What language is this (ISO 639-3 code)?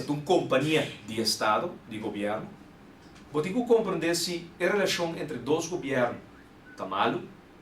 pap